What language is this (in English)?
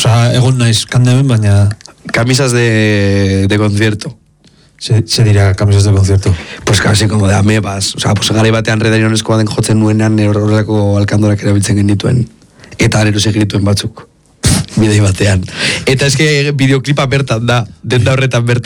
Basque